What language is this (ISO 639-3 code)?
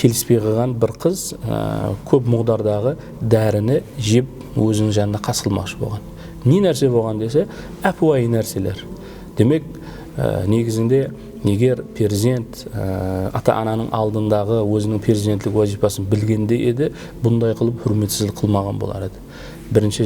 kaa